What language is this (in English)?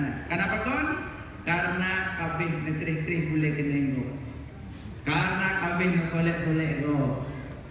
Achinese